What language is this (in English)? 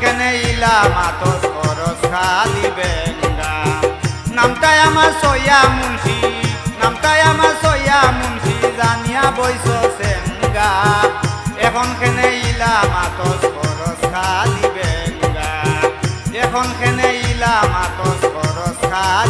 Sylheti